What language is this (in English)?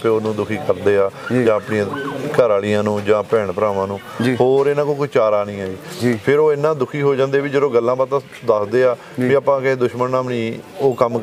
Punjabi